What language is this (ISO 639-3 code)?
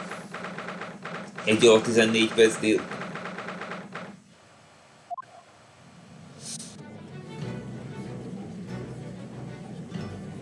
hun